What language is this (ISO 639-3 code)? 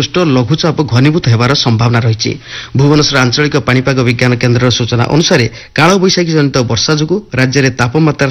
ori